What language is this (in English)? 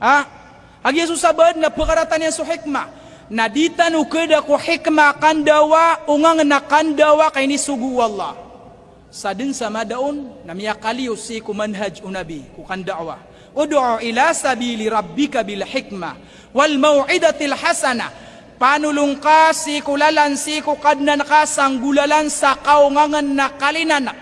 Maranao